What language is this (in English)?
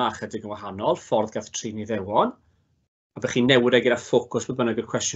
Welsh